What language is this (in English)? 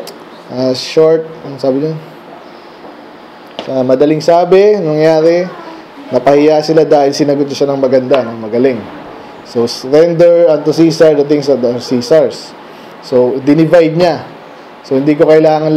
Filipino